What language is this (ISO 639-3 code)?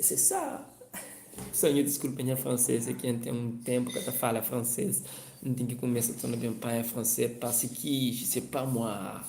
kea